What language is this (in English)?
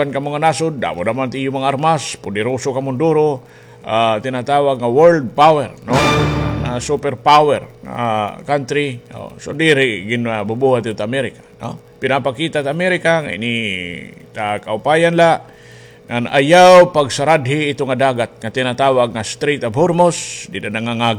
Waray